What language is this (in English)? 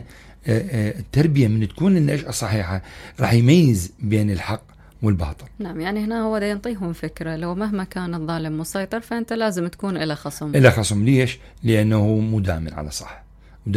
Mesopotamian Arabic